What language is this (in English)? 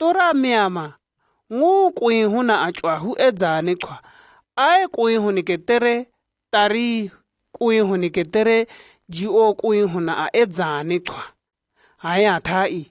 Shua